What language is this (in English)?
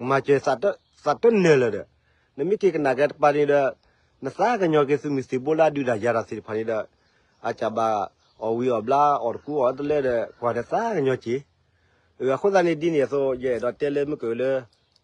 S'gaw Karen